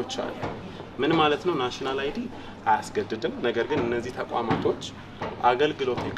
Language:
Amharic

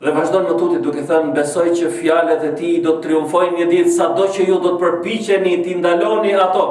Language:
Albanian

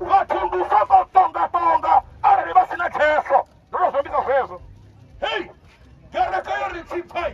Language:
Venda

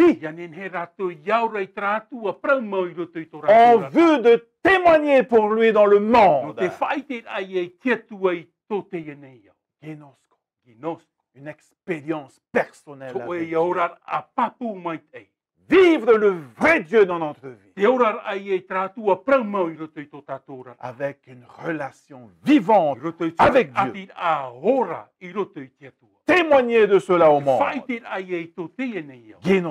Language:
Tahitian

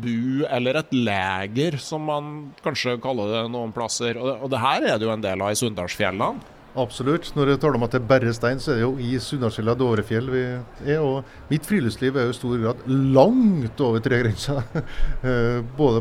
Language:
Norwegian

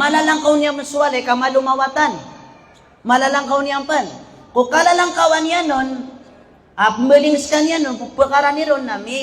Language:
Maranao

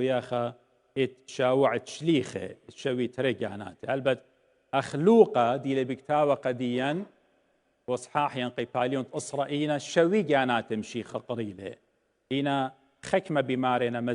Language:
Assyrian Neo-Aramaic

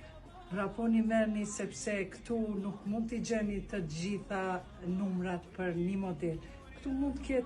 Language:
Albanian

